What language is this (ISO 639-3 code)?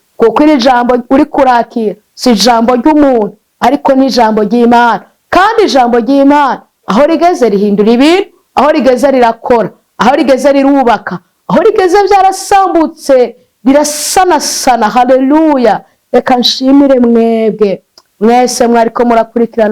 run